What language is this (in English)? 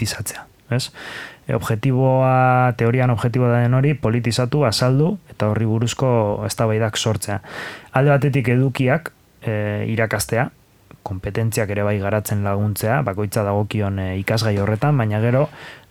Basque